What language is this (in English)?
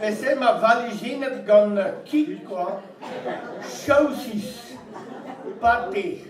Breton